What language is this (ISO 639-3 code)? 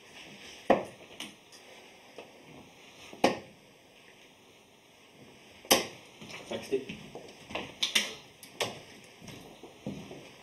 nor